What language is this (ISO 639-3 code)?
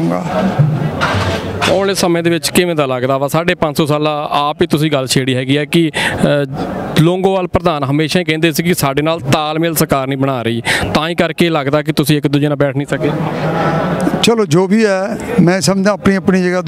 pan